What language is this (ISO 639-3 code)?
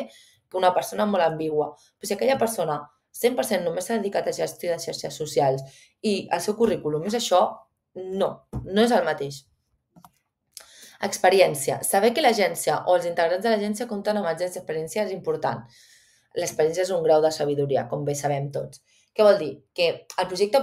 cat